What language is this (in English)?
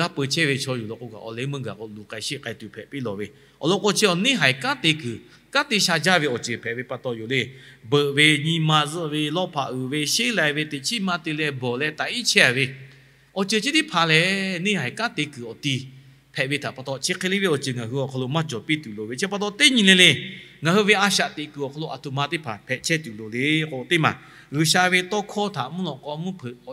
Lahu